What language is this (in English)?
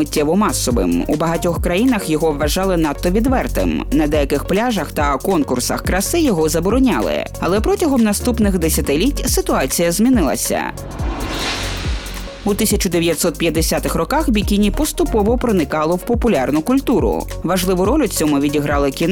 Ukrainian